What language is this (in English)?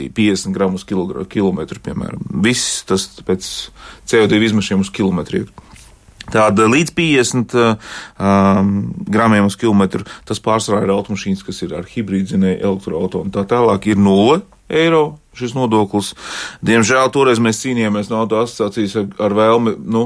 Latvian